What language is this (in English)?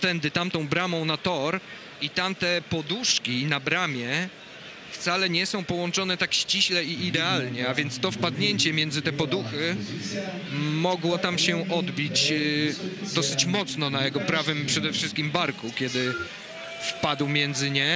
Polish